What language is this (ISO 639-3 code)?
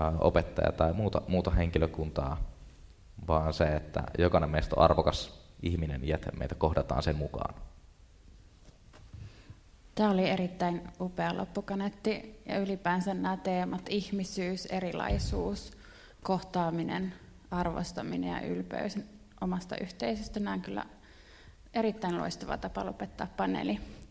fin